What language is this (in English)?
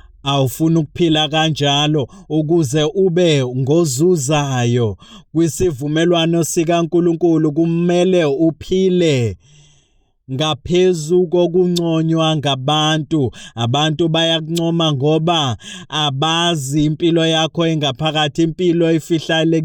Zulu